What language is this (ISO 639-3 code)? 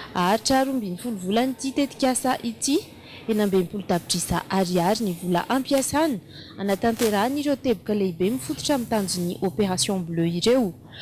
mlg